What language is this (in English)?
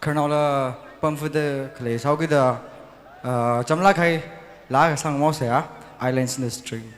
Tangkhul Naga (India)